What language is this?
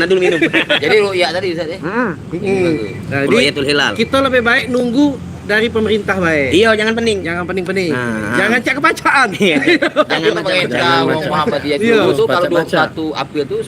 Musi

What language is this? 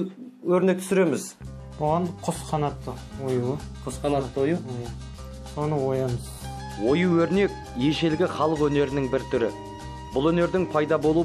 Kazakh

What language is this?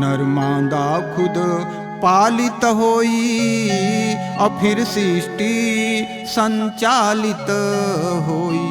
Chhattisgarhi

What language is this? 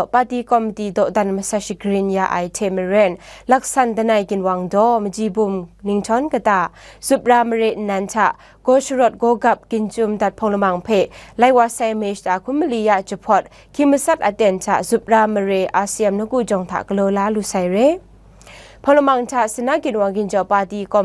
Kachin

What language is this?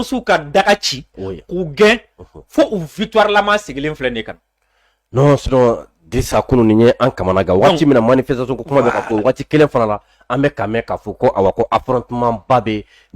Bambara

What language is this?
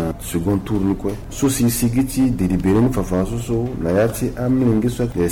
Sango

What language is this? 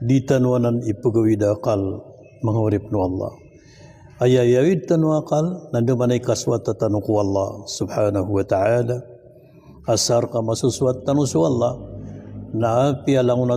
Maranao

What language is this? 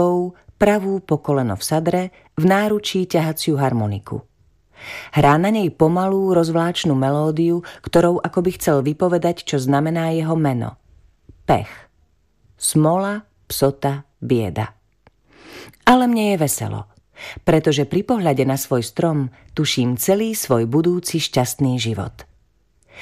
Slovak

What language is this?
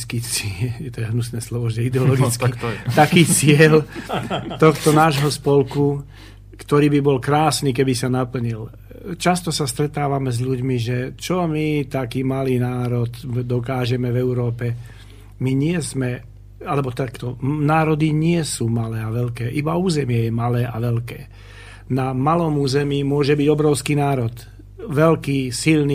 Slovak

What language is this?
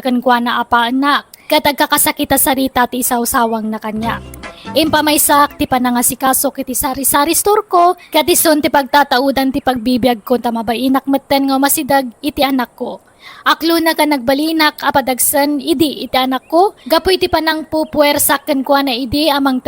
Iloko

